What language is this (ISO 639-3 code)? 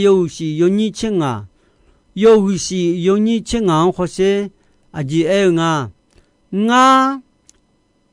ahk